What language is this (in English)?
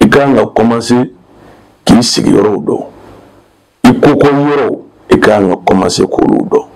Bambara